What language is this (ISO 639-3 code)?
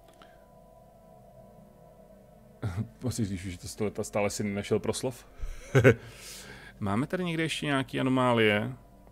ces